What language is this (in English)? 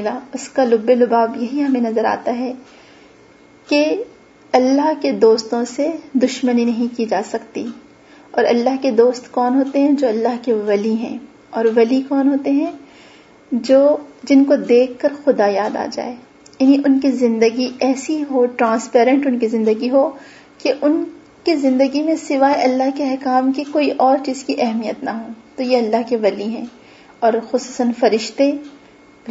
Urdu